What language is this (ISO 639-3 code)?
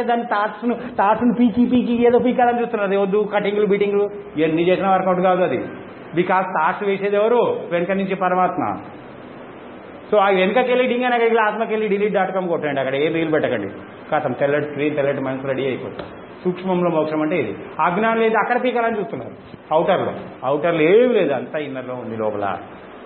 tel